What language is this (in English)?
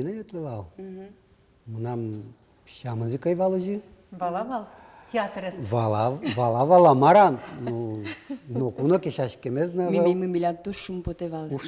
Udmurt